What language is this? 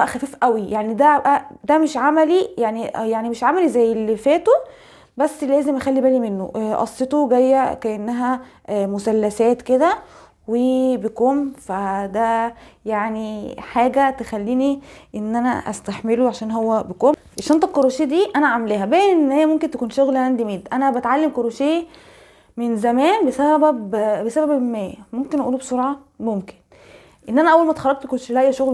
Egyptian Arabic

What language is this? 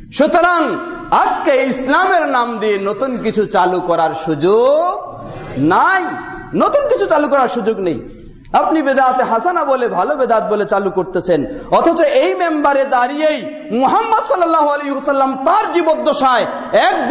Bangla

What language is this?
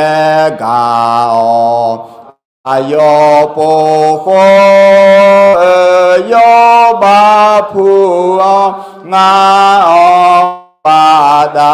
Akha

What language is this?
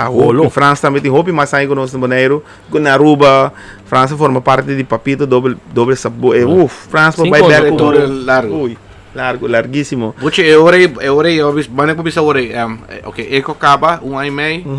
Papiamento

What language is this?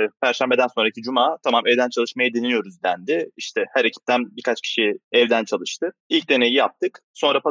Turkish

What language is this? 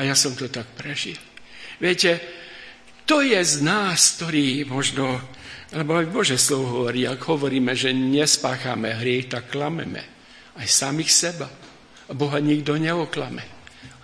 Slovak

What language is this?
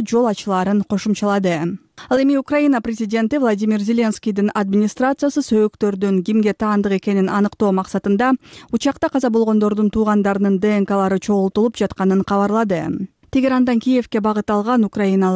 Kyrgyz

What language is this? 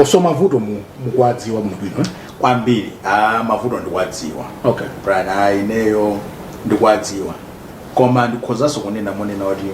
Nyanja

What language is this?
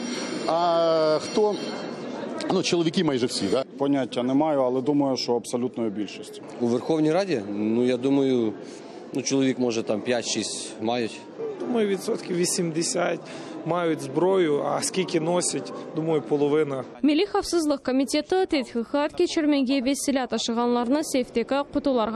Crimean Tatar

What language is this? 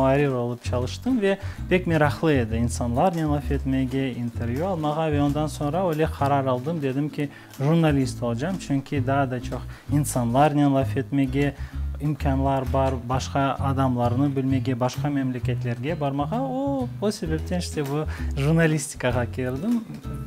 Crimean Tatar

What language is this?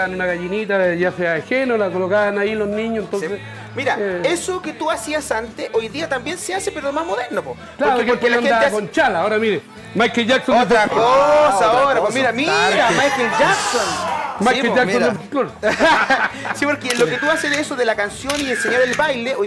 Spanish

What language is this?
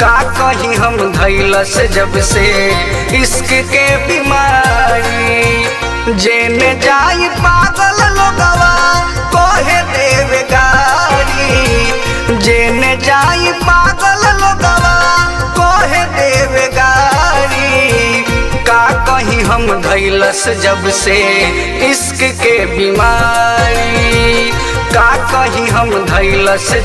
Bhojpuri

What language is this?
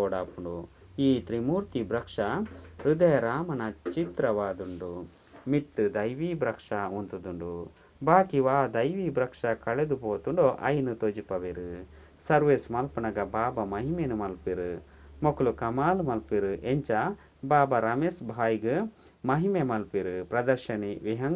Tulu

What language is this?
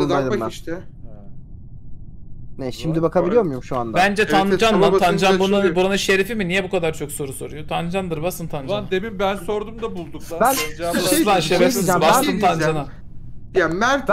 Turkish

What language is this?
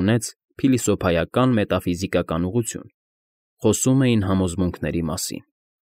Armenian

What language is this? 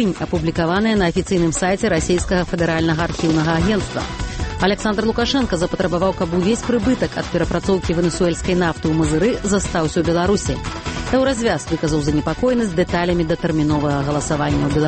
Belarusian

